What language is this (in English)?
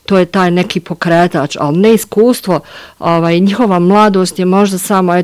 Bosnian